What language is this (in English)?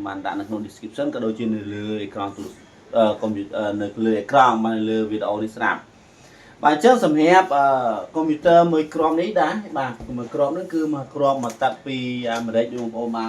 Khmer